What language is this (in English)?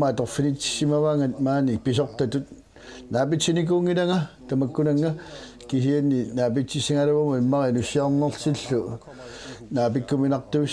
Kalaallisut